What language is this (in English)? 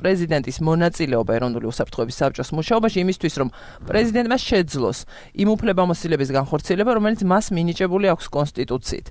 Georgian